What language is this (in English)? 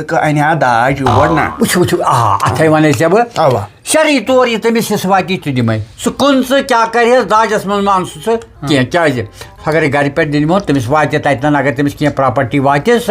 Kashmiri